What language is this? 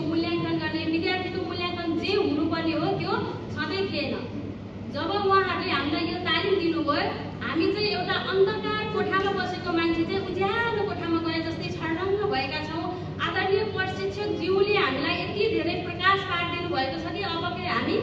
Nepali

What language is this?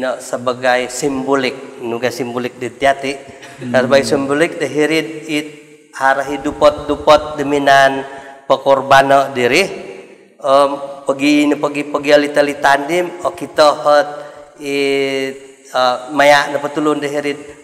Central Dusun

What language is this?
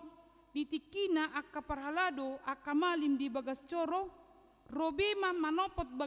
Batak Toba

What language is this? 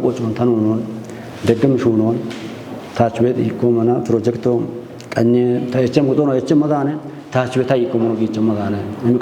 Kafa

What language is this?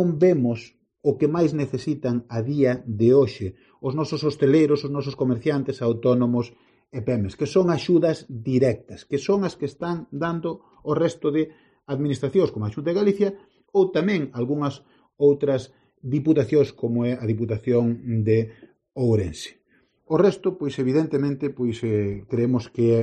Galician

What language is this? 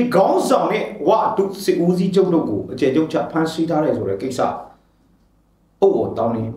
Burmese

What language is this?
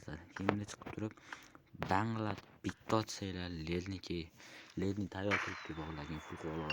Uzbek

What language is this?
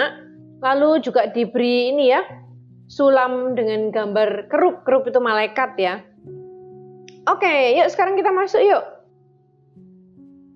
Indonesian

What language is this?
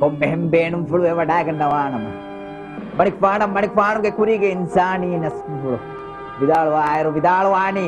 Divehi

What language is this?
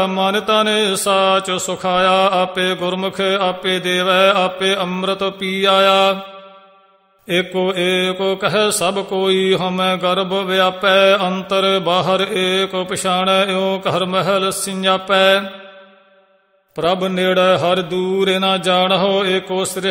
Punjabi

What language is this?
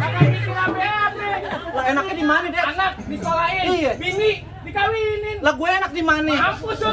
Betawi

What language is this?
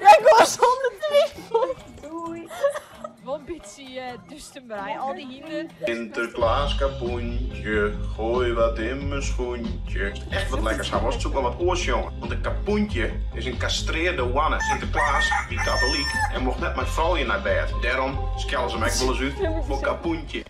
Western Frisian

